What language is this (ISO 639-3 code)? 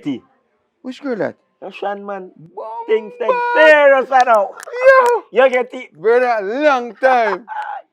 jam